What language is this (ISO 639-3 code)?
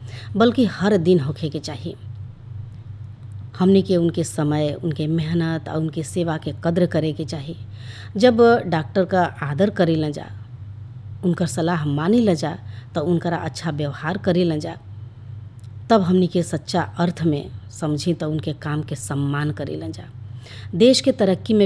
bho